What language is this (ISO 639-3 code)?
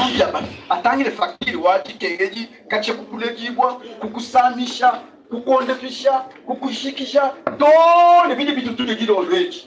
lua